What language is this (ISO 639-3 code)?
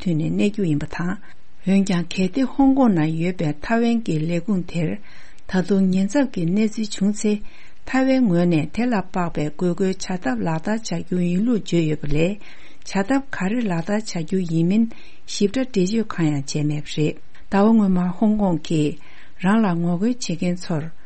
bod